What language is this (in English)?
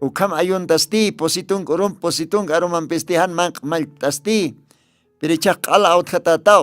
Aymara